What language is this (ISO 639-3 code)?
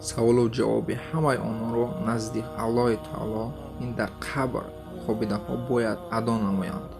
tgk